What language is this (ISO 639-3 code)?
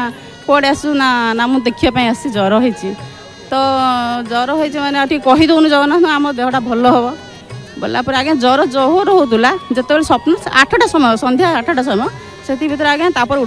ori